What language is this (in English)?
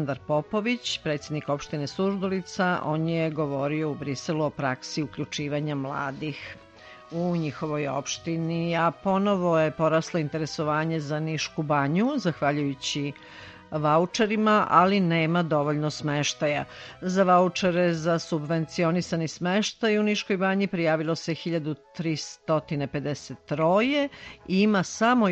Serbian